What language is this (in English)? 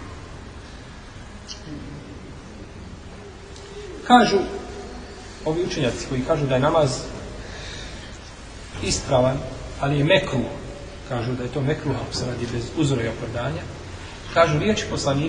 Bosnian